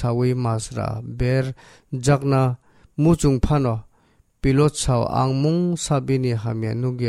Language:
Kok Borok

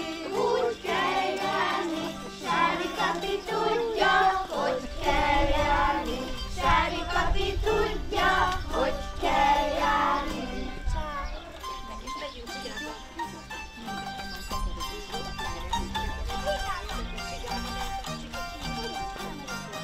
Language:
Hungarian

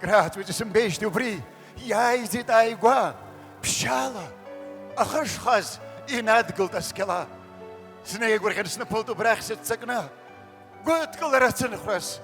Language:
Abkhazian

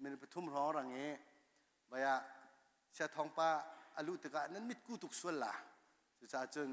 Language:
Hakha Chin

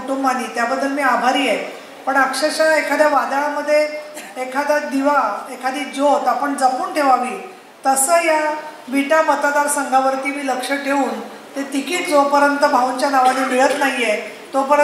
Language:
Marathi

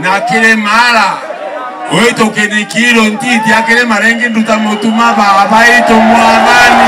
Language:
Meru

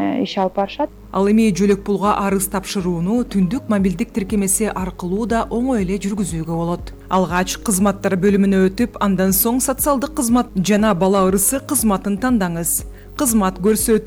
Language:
Kyrgyz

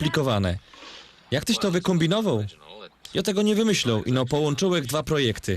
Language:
Silesian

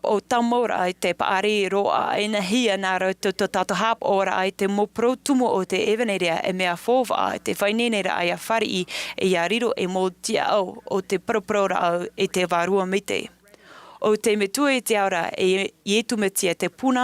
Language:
Tahitian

